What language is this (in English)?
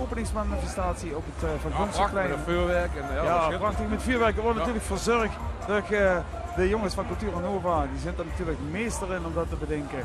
Limburgish